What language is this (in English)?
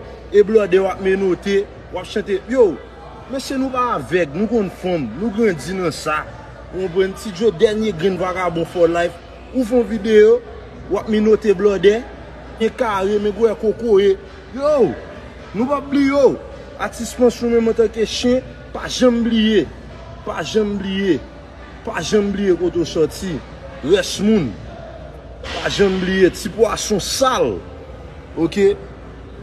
Haitian Creole